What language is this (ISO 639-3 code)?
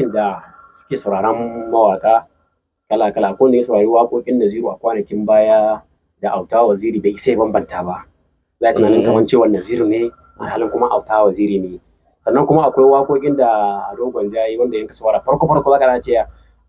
hau